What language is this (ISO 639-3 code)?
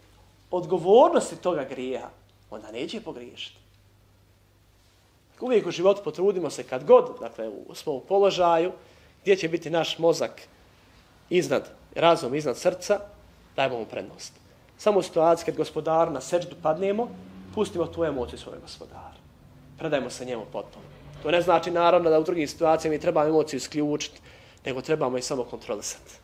bos